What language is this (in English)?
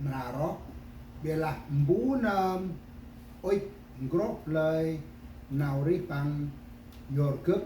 Central Mnong